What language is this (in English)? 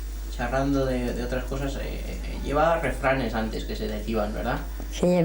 Aragonese